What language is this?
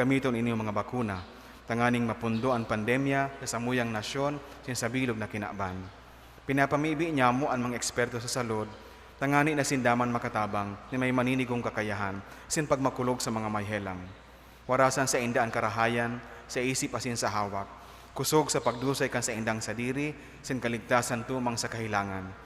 Bikol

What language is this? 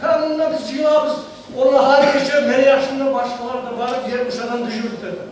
Kumyk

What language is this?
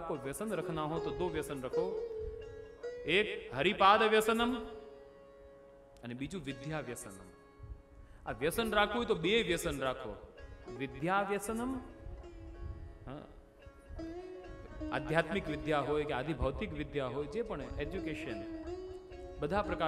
Gujarati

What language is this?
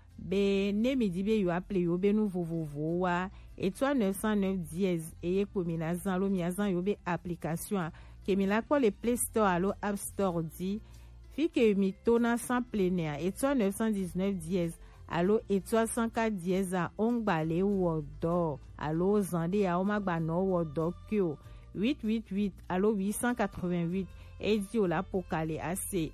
Gen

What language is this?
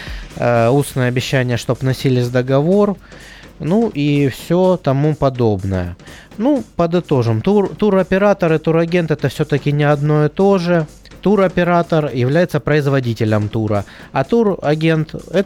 Russian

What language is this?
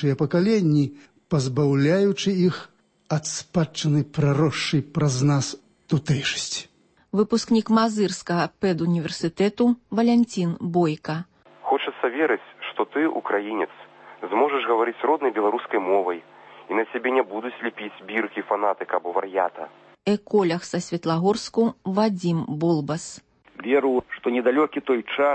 Belarusian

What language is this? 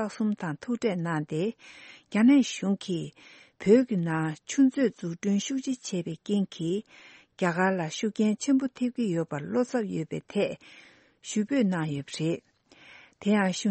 Tibetan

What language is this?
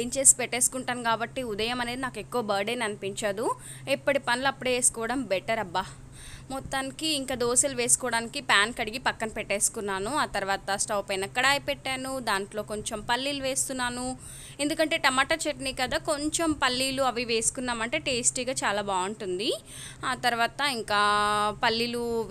Telugu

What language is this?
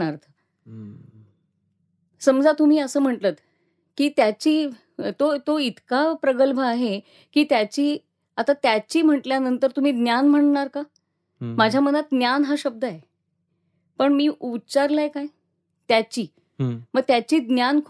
Marathi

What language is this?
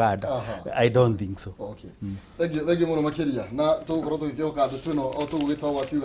Kikuyu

